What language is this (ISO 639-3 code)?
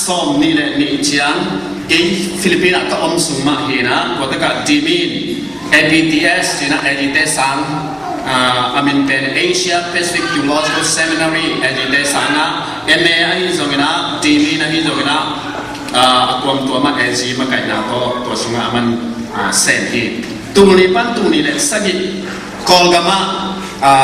ctd